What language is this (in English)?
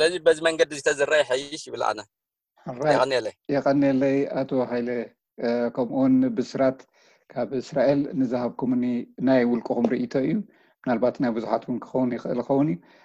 Tigrinya